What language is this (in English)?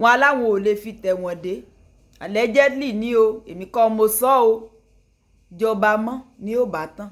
Yoruba